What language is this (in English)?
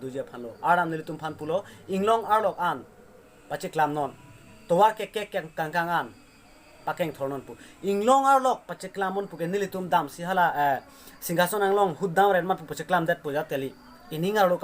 Karbi